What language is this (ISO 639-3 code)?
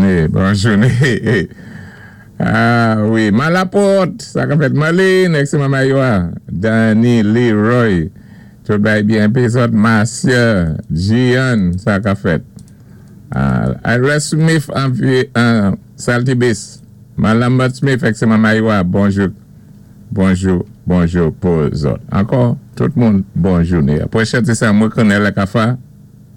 acf